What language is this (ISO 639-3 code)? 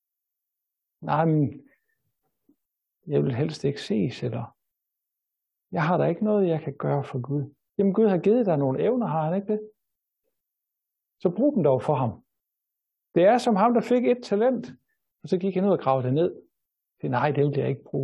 dan